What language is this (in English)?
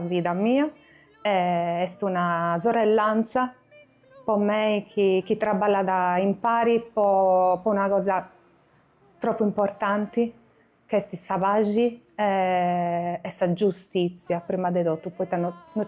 Sardinian